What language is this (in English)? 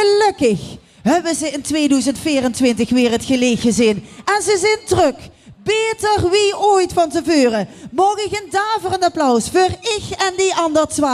Limburgish